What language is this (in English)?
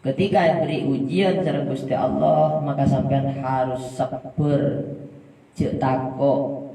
Madurese